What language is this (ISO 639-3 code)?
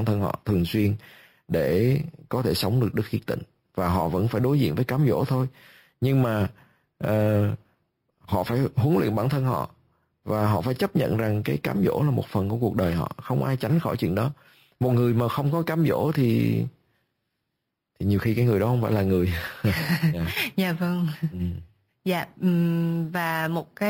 vie